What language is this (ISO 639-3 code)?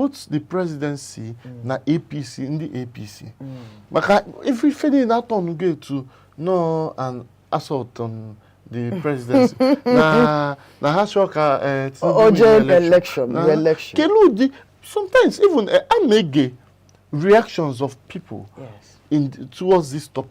ibo